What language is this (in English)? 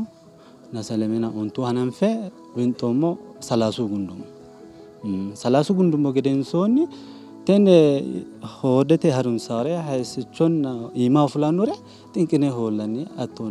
Sidamo